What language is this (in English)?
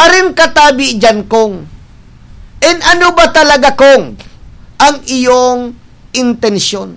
Bikol